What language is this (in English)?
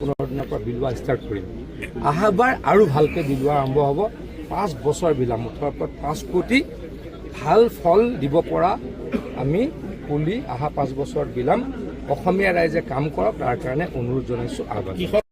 Assamese